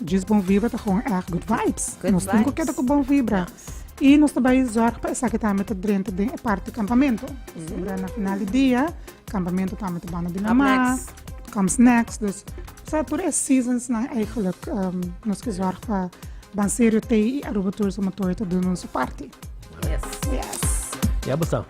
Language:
Papiamento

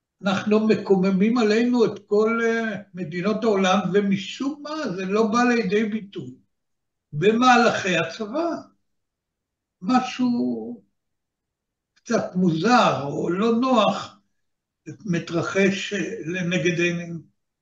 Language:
Hebrew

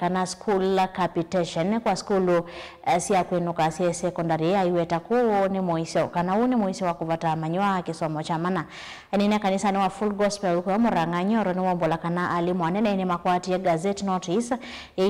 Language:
Kamba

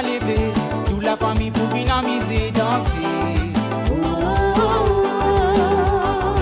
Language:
Morisyen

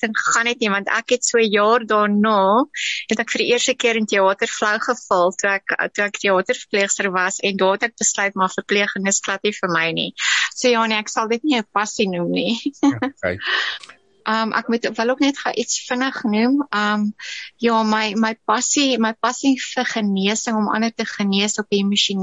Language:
Afrikaans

